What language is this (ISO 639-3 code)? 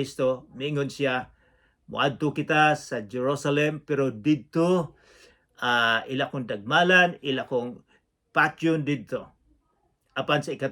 ceb